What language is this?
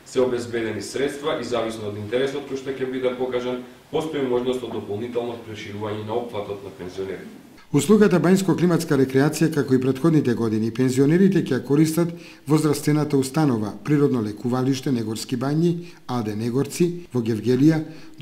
Macedonian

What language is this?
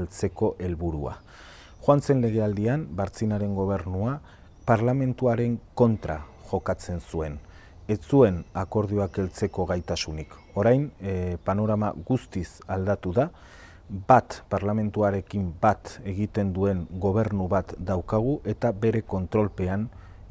Basque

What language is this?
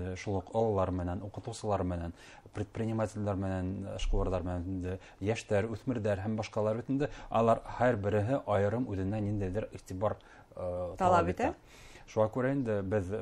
Bashkir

